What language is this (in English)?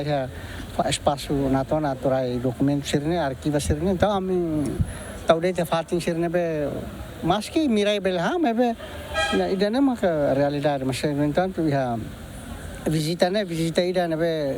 Tetum